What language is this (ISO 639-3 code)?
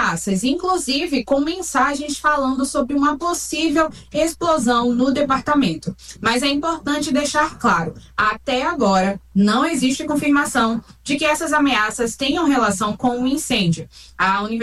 por